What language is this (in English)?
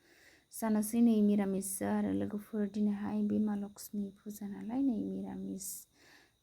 Bodo